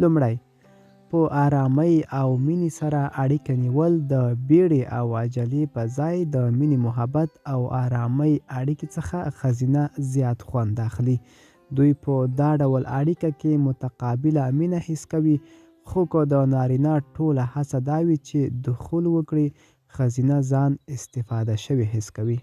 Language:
Pashto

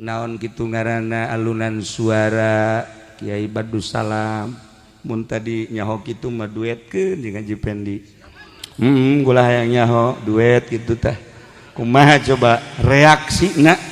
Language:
Sundanese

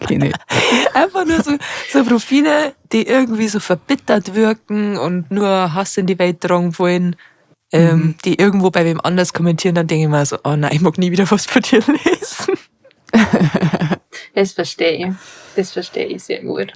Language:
Bavarian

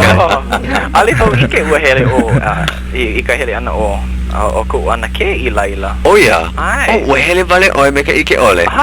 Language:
Hawaiian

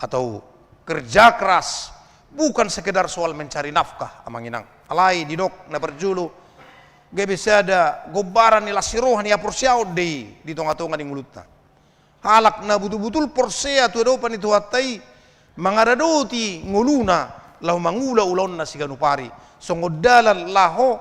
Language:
Batak Toba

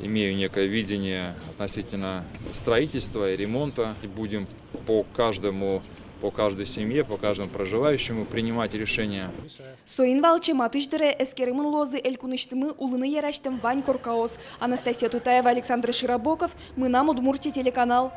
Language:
Udmurt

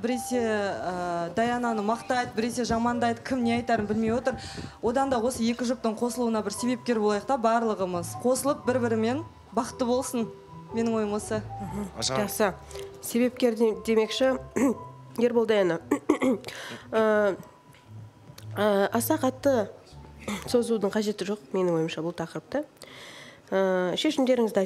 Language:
Kazakh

